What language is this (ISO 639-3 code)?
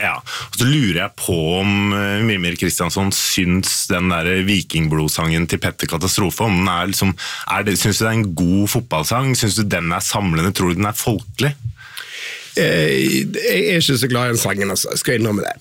nor